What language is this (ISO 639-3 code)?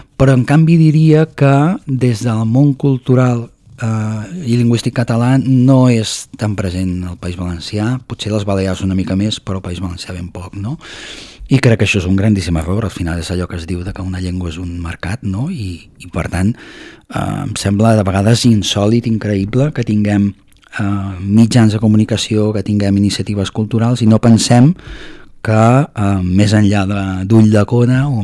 cat